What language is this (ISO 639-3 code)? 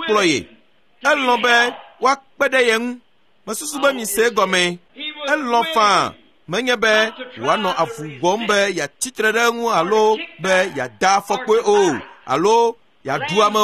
ewe